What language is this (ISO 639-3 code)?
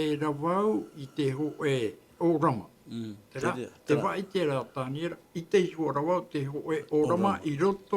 tah